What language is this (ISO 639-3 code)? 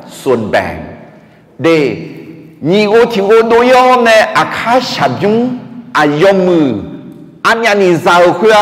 ahk